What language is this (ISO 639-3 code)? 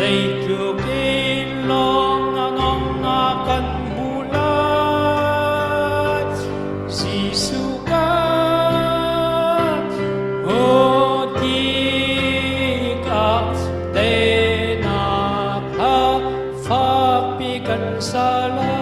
cnh